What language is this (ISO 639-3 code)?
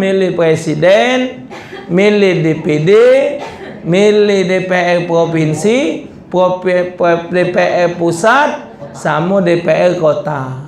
mui